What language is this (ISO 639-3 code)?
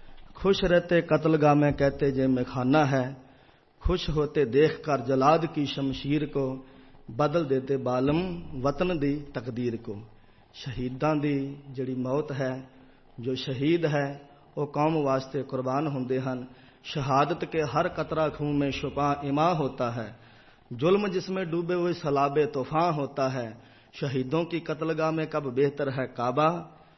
pan